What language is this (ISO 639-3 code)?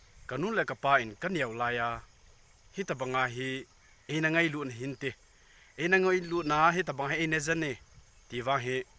tcz